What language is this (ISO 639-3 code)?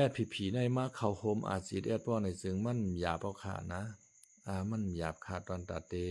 shn